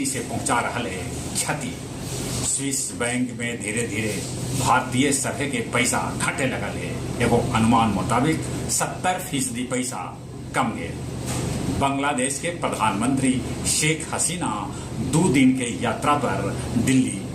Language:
Magahi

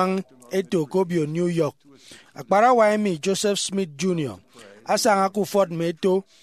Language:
Efik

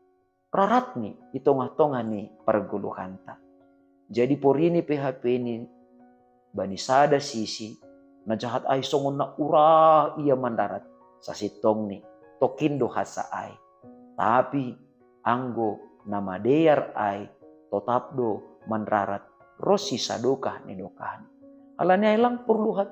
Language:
Batak Simalungun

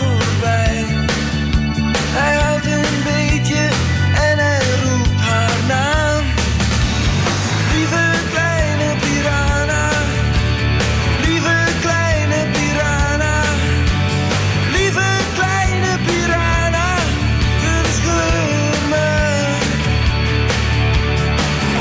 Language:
Dutch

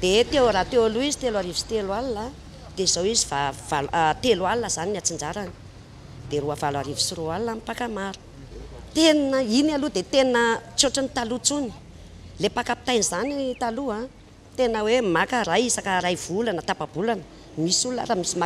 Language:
Malagasy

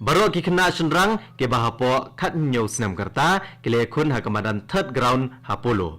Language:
Khasi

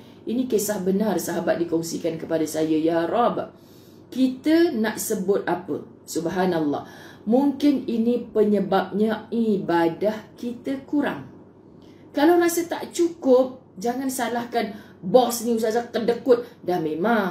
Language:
Malay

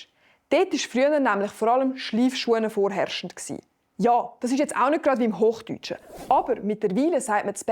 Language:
Swiss German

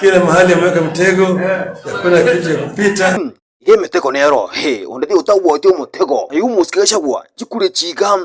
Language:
Gusii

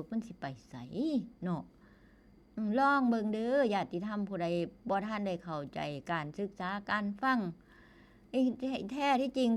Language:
Northeastern Thai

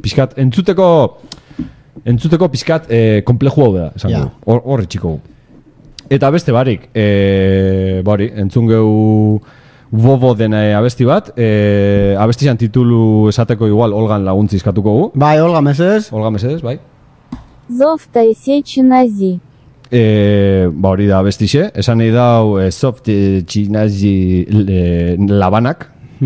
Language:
Basque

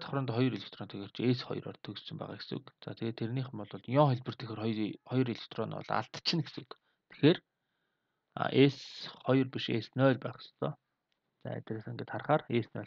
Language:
Mongolian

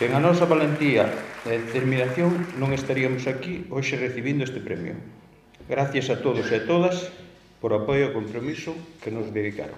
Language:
Galician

